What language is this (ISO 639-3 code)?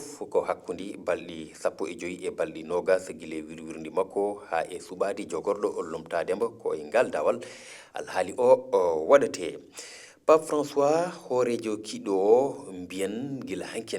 ful